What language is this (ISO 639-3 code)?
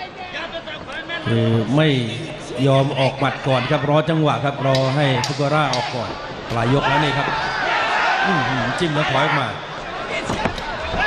tha